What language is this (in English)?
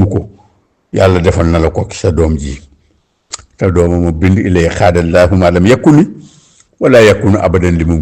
Wolof